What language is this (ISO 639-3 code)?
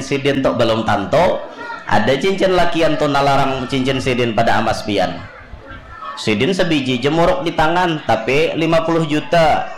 bjn